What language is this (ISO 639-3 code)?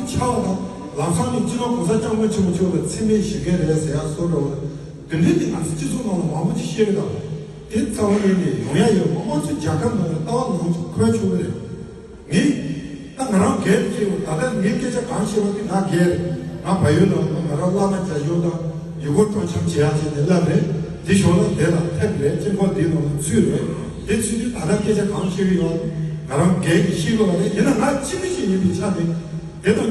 bod